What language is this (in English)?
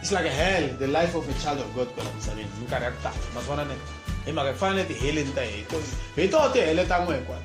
Tsonga